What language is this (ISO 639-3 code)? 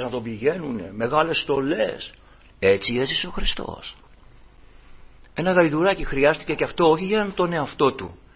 ell